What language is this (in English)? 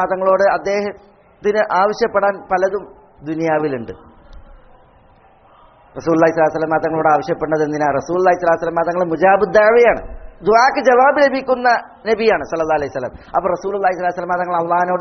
Malayalam